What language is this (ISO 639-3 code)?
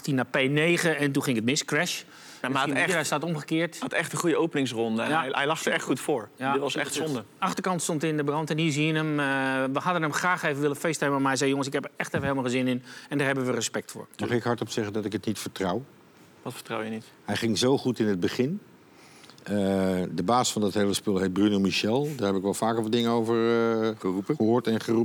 nld